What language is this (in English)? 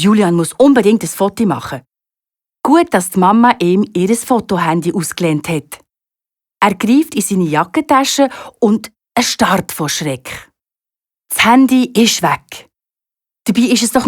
Swiss German